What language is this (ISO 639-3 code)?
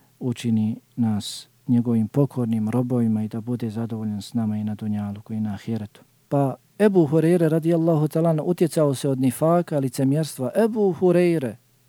bos